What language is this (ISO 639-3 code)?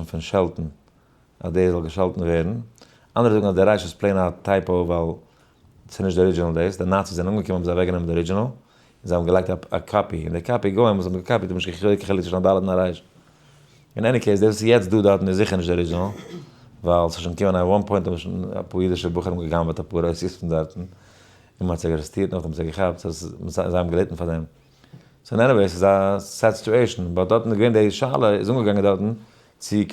yid